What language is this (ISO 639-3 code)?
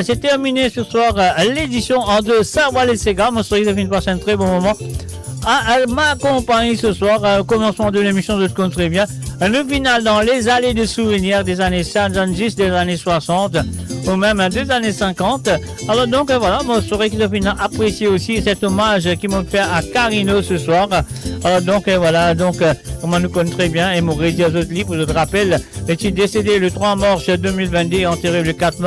mfe